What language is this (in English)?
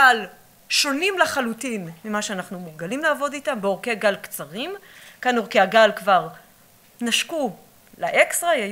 Hebrew